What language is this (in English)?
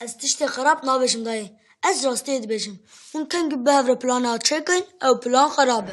Kurdish